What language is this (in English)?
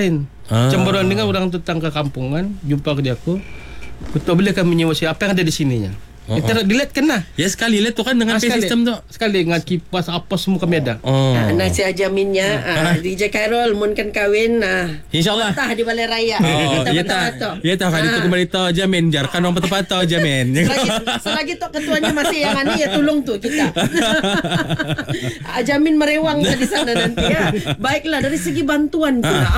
Malay